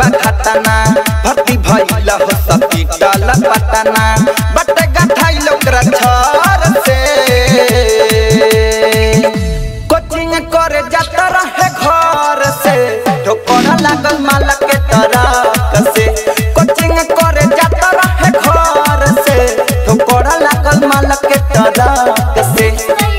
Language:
Bhojpuri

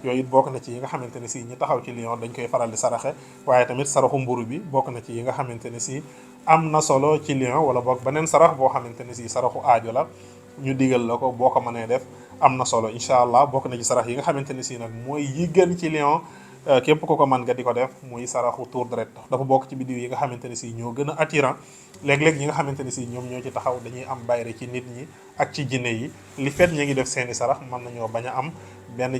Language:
Wolof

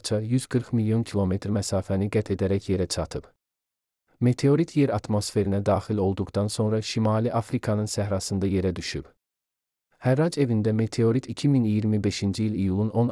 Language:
Azerbaijani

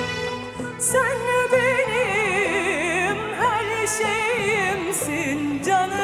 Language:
Turkish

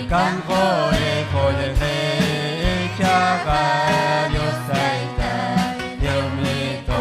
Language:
Ayacucho Quechua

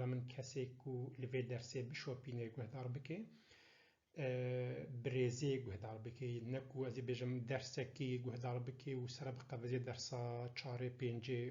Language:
Kurdish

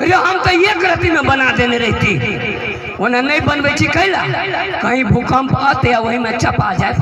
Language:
Maithili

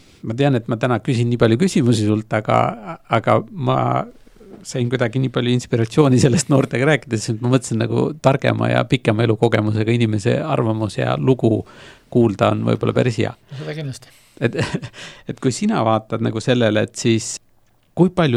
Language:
Estonian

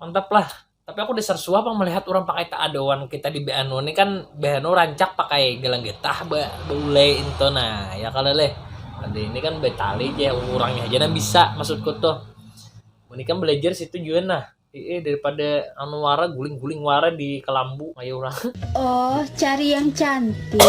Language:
Banjar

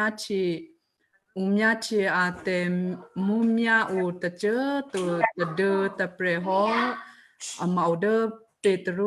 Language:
Western Kayah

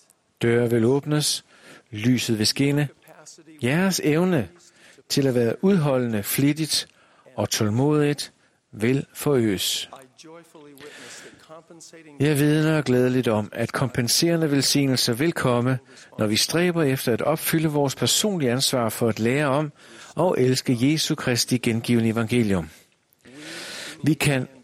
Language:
Danish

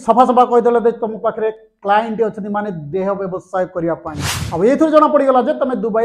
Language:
Odia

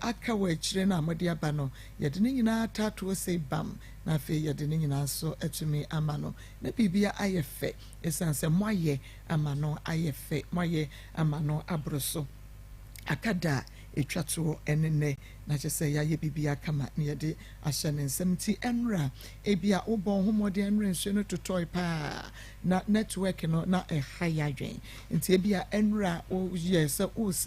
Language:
Akan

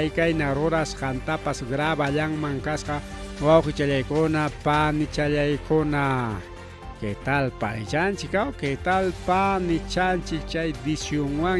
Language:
Ayacucho Quechua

